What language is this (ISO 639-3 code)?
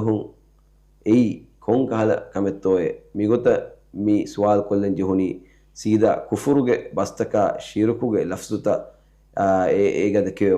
div